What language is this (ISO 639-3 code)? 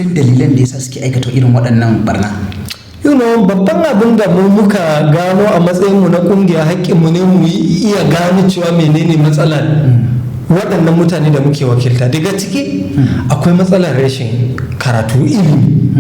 hau